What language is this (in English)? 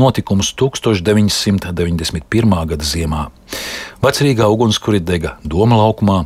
Latvian